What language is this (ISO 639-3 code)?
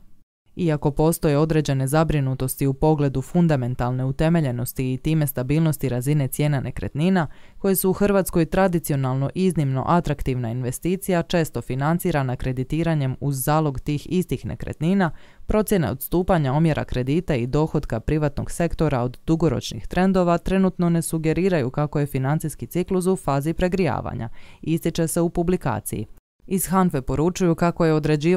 hrv